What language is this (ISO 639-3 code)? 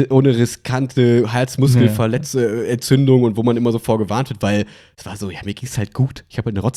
deu